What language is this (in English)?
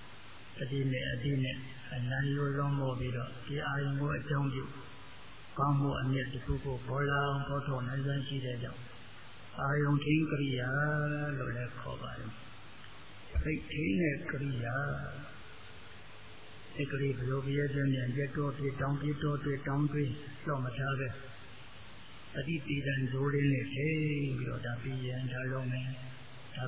Burmese